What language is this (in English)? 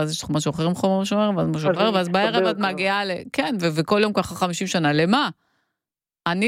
Hebrew